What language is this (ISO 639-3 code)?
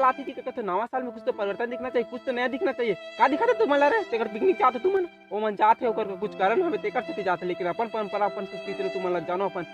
hne